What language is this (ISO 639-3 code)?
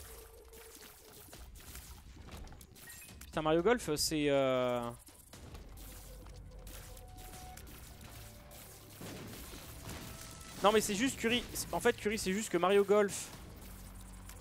fra